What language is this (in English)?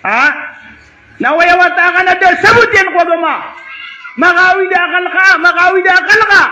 Maranao